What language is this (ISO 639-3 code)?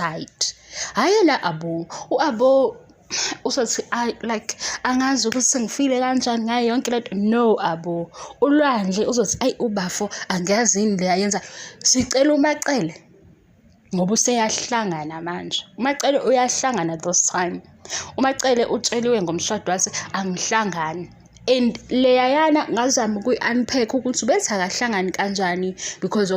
zul